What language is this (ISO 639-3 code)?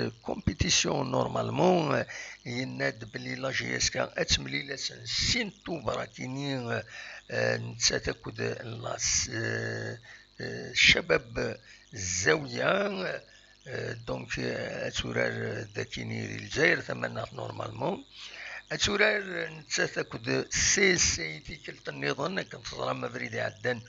kab